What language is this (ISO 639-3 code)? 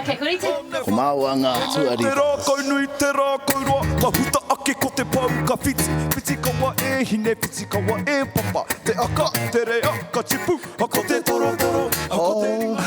mri